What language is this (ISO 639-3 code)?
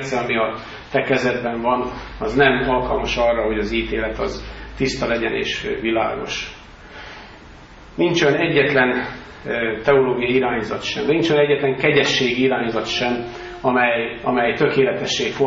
hun